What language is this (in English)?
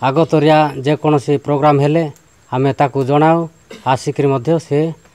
Odia